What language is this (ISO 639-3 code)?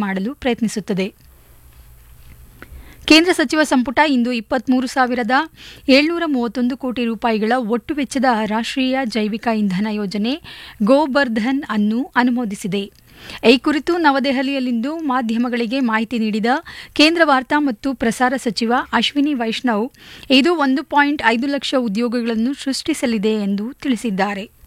kan